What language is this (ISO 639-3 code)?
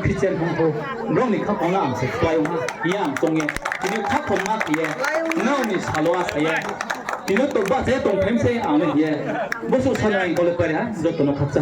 ria